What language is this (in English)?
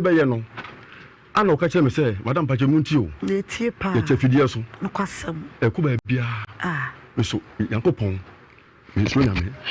Akan